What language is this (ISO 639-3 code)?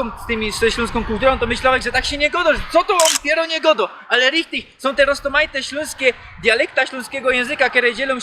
szl